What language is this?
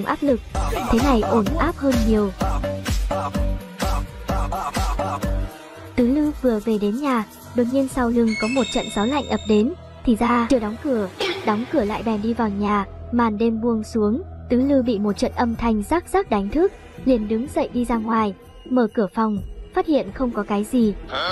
Vietnamese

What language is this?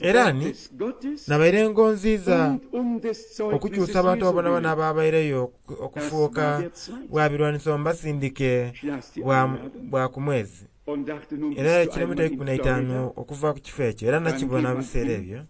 Soga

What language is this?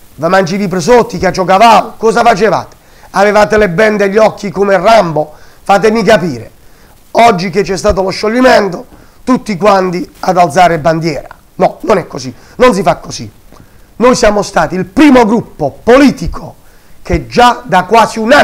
Italian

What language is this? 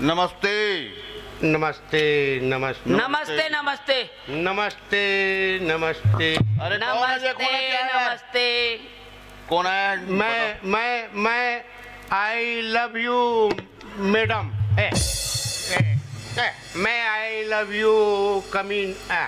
Chhattisgarhi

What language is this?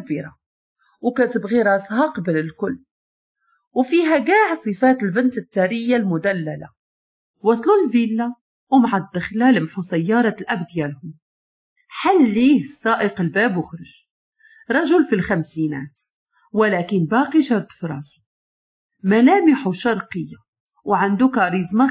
Moroccan Arabic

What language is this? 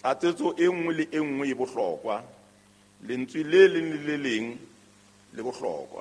Southern Sotho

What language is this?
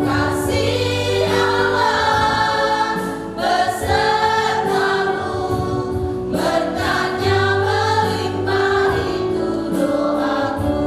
Nias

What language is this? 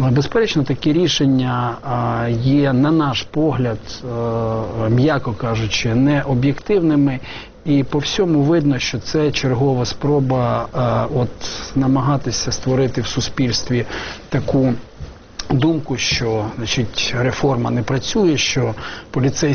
Ukrainian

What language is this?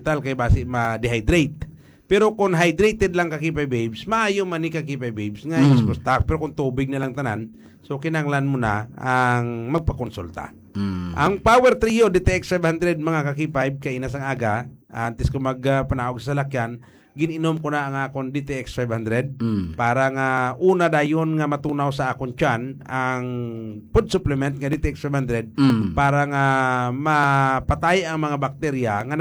Hiligaynon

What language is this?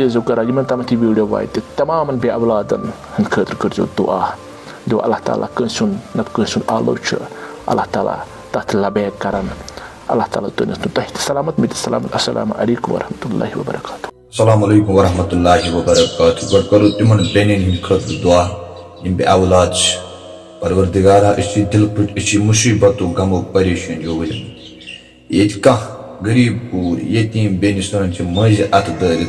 Kashmiri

